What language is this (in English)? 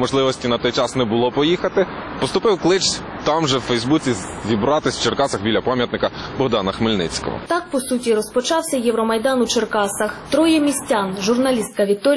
Ukrainian